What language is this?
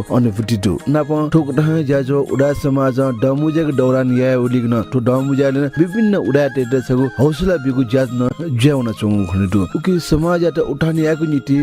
Newari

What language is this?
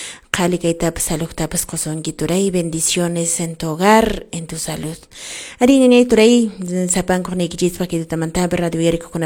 Quechua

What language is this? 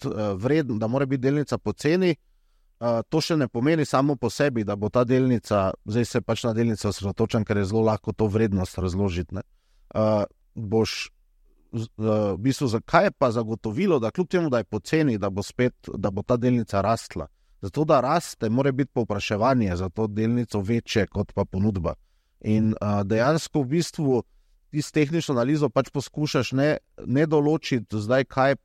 Slovenian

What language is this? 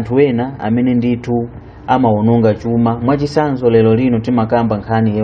Nyanja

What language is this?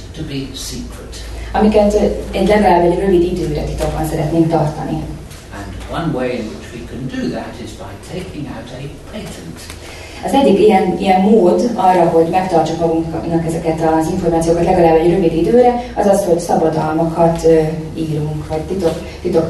Hungarian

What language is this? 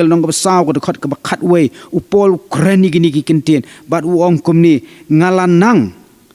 Khasi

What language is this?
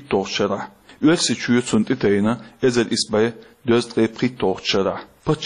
Chechen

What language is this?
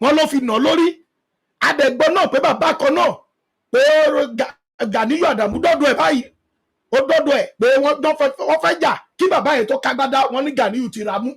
Yoruba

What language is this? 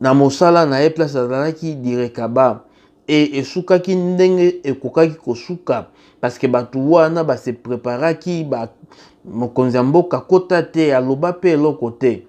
Lingala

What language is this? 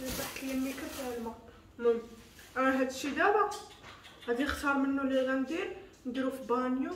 Moroccan Arabic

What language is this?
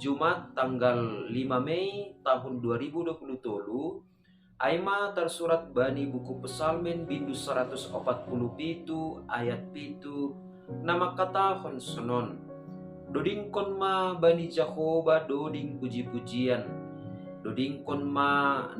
Batak Simalungun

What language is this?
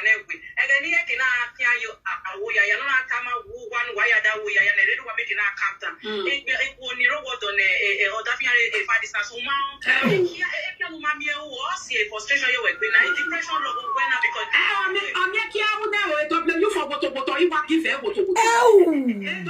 Nigerian Pidgin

